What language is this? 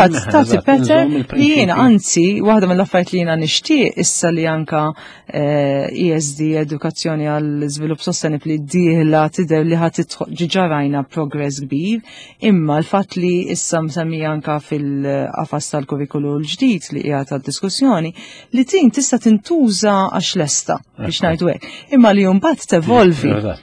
Maltese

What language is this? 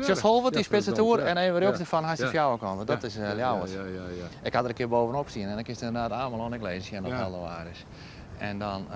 Western Frisian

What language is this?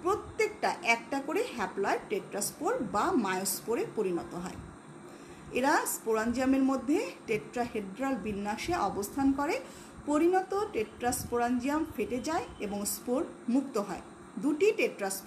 Bangla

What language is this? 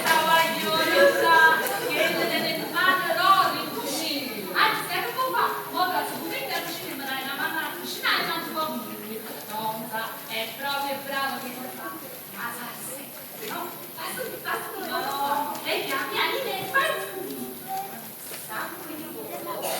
Neapolitan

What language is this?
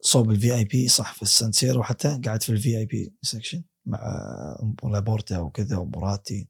Gulf Arabic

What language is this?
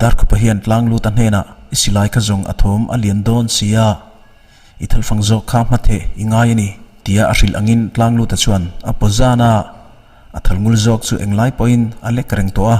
Mizo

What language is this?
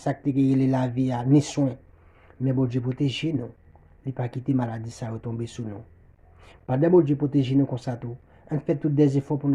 Haitian Creole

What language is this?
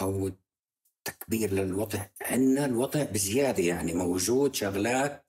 North Levantine Arabic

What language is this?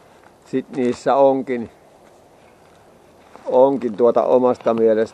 Finnish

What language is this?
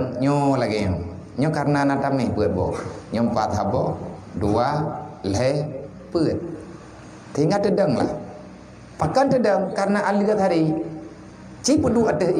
Achinese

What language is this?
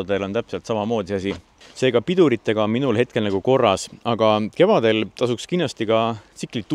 Estonian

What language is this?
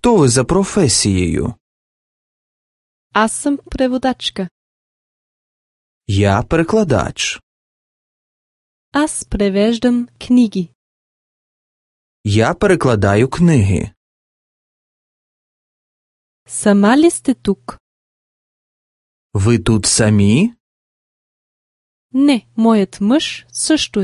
Bulgarian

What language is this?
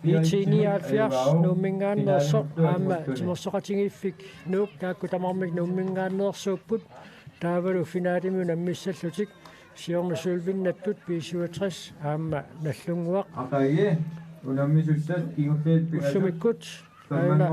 Kalaallisut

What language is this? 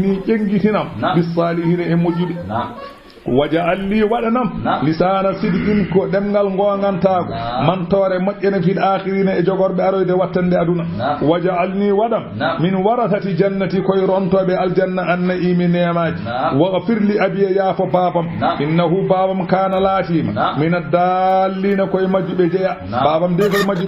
Fula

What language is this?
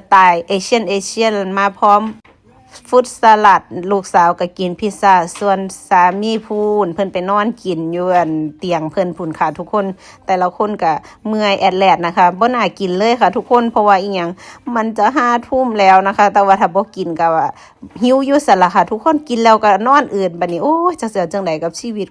Northeastern Thai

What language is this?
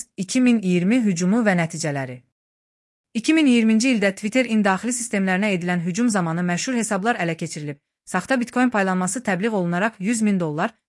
Azerbaijani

